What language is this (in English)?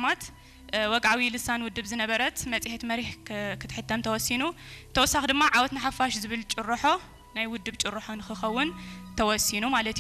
Tigrinya